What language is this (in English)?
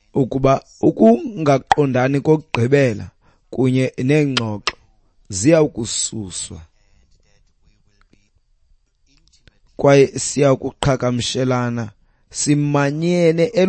Xhosa